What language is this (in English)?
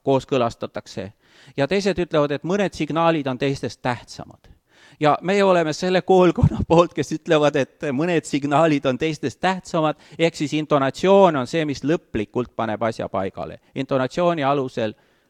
Estonian